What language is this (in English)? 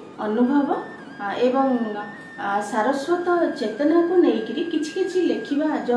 Odia